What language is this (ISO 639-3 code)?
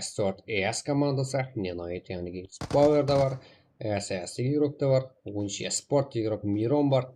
kaa